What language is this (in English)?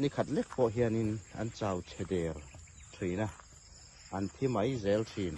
Hmar